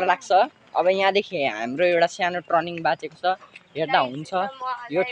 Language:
Nepali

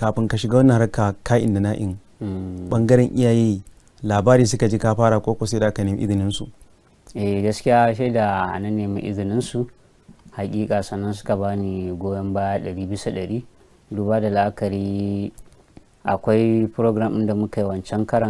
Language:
Hausa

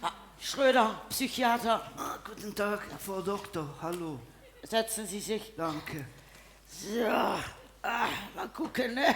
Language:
Limburgish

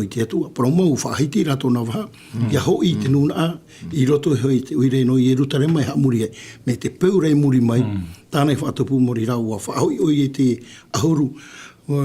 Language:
Tahitian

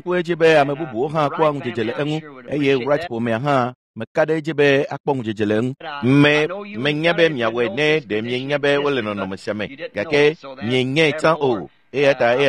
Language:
Ewe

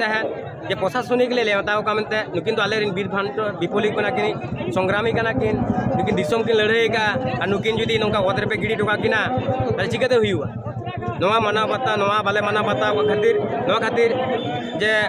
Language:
Santali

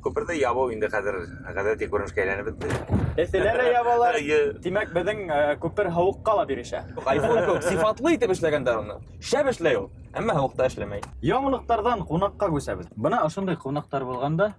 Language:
Bashkir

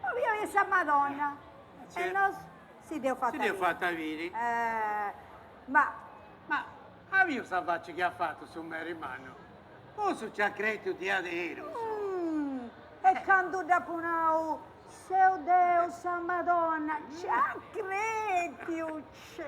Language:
Sardinian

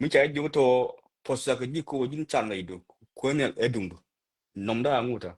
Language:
Nuer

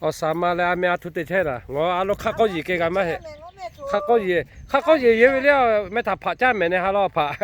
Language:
Lahu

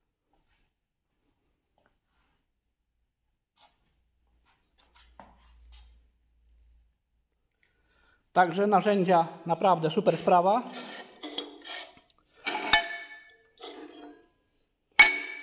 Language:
Polish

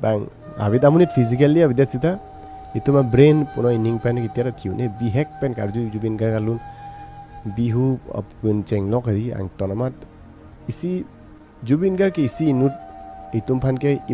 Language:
Karbi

